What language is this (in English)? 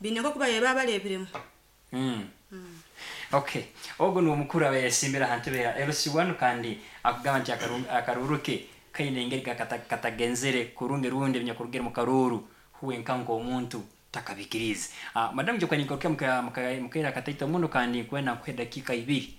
Nyankole